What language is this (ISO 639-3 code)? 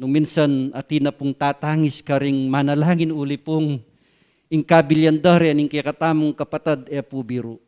pam